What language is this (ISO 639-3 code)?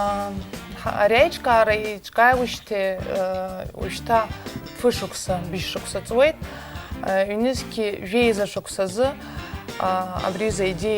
abk